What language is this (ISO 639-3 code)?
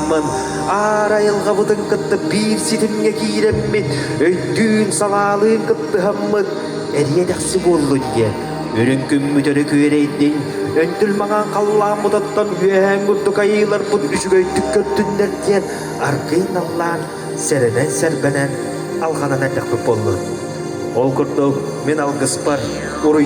sah